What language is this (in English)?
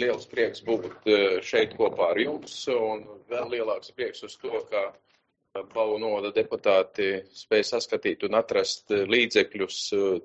Latvian